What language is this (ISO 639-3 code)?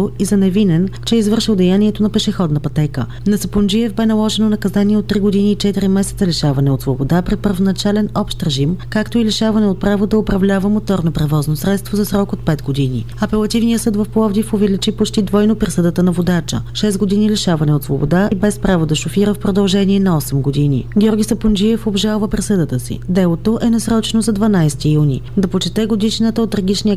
bul